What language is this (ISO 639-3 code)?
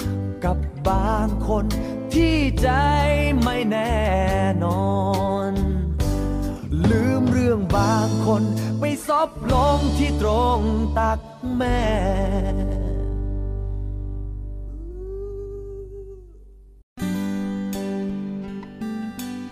tha